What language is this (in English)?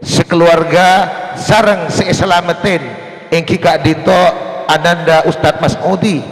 Madurese